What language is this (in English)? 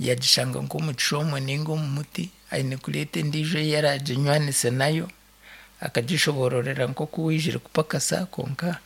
Nyankole